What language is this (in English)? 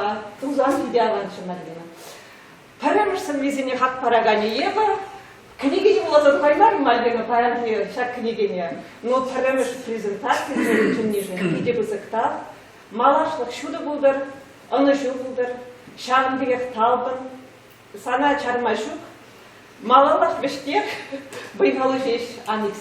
Chuvash